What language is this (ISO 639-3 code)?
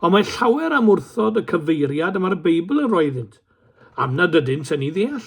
cym